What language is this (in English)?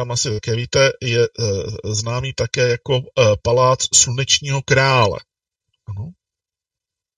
Czech